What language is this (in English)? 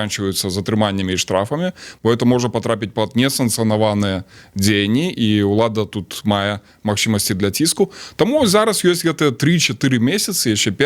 Belarusian